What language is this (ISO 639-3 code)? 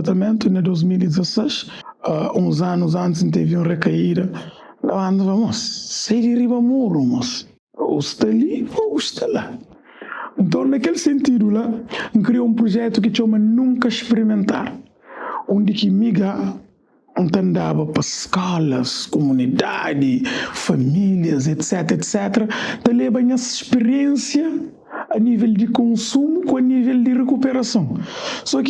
kea